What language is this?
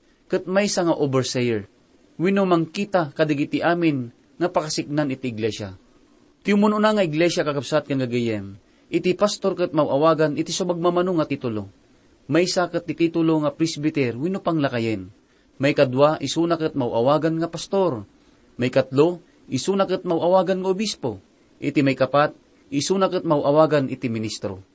Iloko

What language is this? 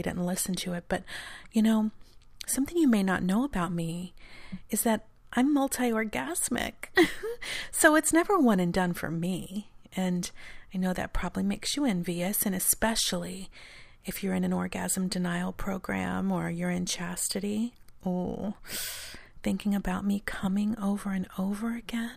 English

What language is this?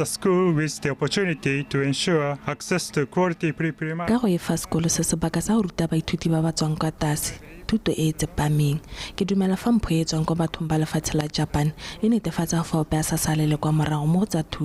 Tswana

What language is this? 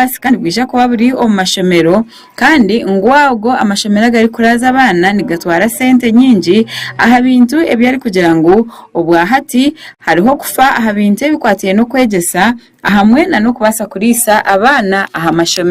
Nyankole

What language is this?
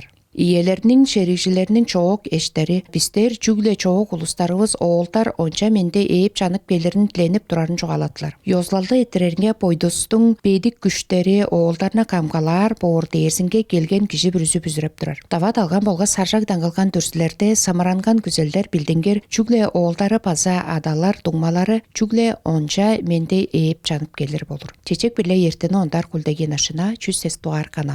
Tuvinian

